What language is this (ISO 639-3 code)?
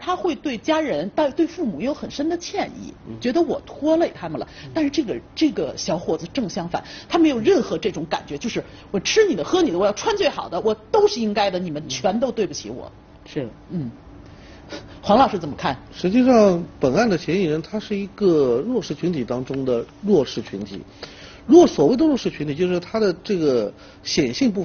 zho